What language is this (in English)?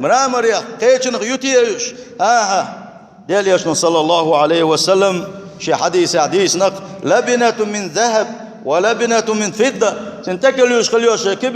Chechen